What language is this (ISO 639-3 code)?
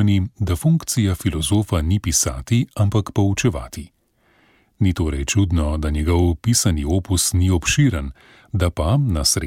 slv